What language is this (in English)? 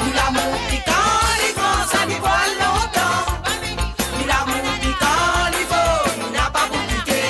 Morisyen